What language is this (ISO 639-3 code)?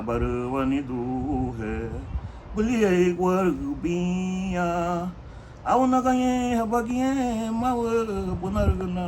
cab